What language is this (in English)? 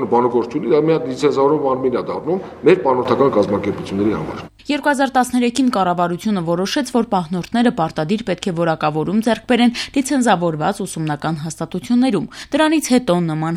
Armenian